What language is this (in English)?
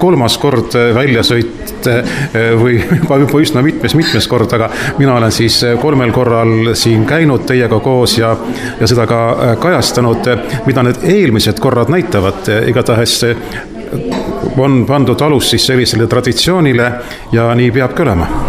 Estonian